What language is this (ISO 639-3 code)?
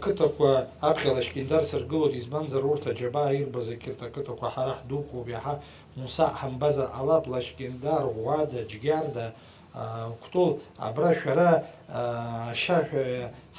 abk